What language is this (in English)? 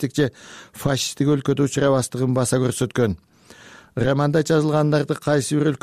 Kyrgyz